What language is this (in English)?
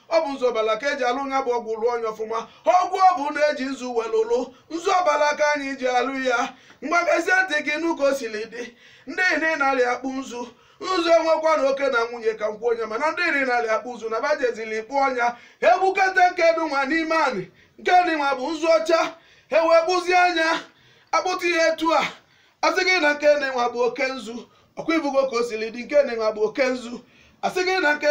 Igbo